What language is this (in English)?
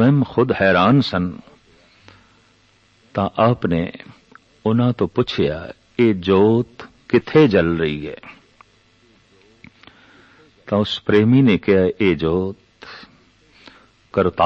Punjabi